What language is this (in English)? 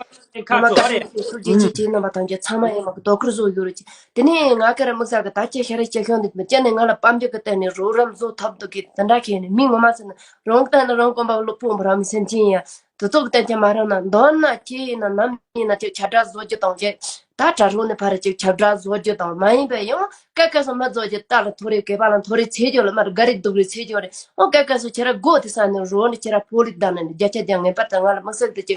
Tibetan